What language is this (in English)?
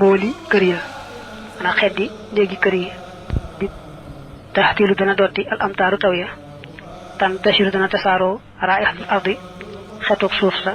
Wolof